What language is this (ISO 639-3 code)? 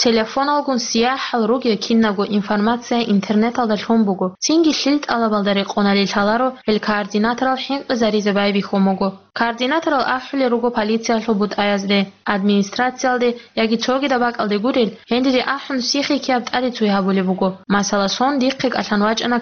ava